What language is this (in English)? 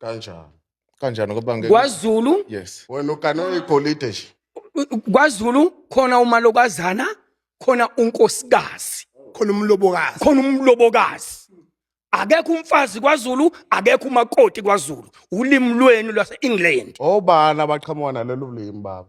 Zulu